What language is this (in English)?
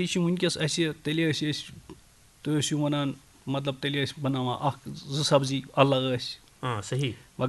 Kashmiri